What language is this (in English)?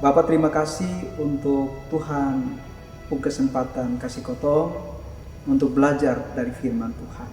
Kupang Malay